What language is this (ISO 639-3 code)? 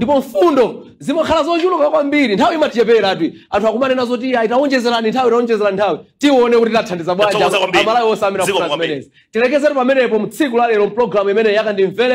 nya